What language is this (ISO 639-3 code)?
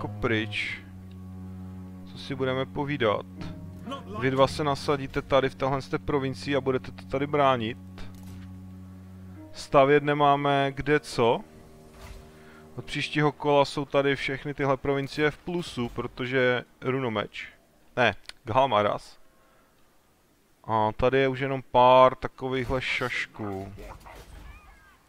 ces